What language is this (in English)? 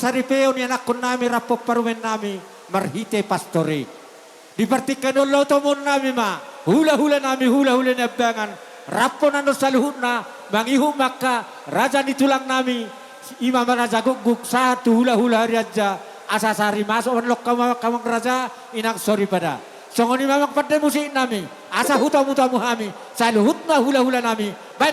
Batak Toba